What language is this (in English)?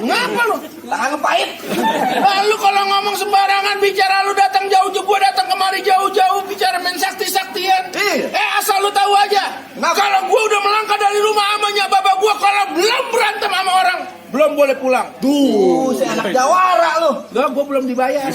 Betawi